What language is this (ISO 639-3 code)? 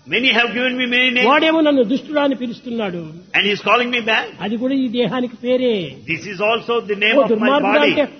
tel